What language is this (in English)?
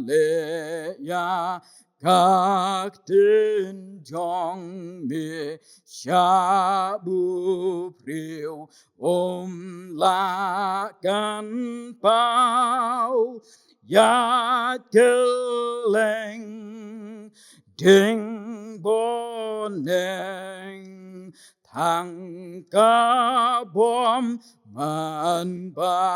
Khasi